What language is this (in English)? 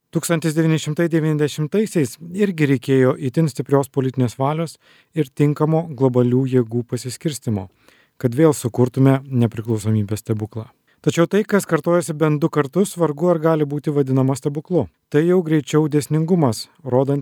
Lithuanian